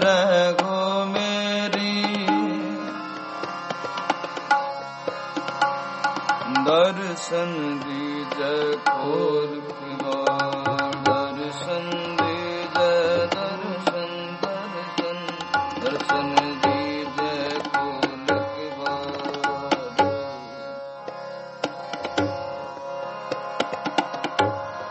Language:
Punjabi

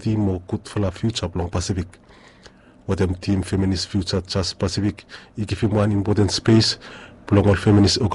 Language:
Bislama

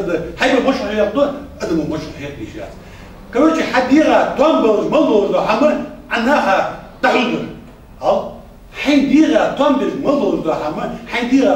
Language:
Ingush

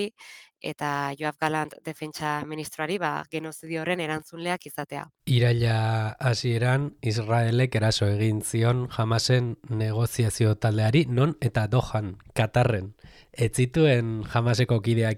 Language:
Basque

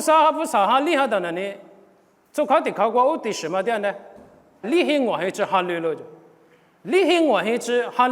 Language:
Lisu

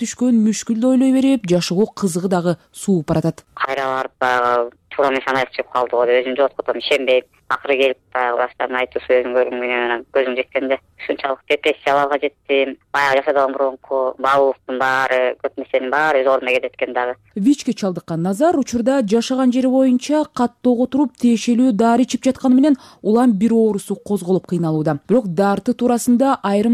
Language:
Kyrgyz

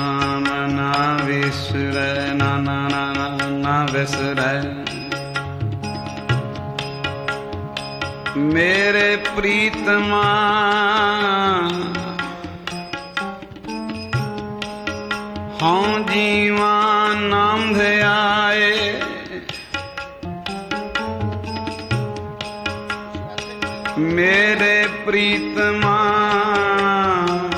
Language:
Punjabi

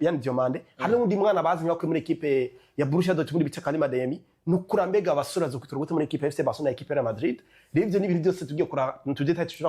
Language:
Rundi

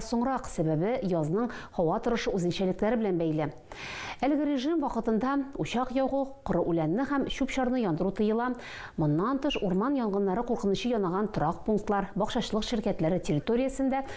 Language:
Tatar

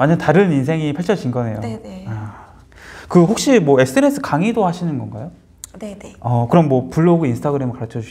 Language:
Korean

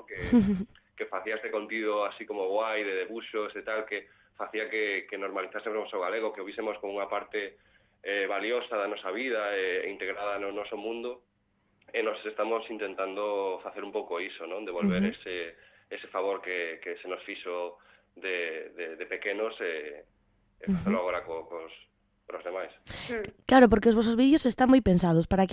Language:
Galician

